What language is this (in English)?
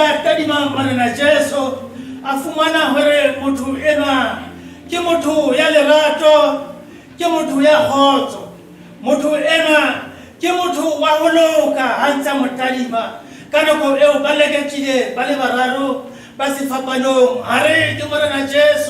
Southern Sotho